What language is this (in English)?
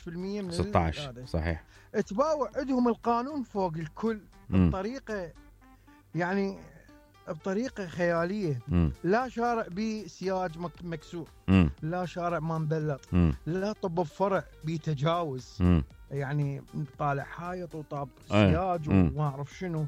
Mesopotamian Arabic